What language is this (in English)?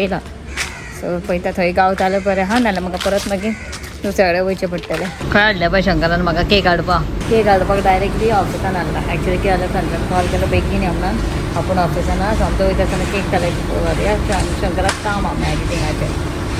Konkani